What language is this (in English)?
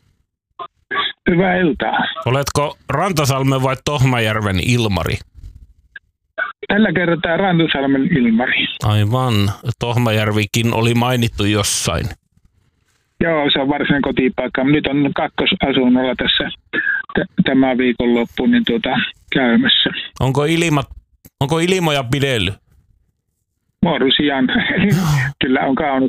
Finnish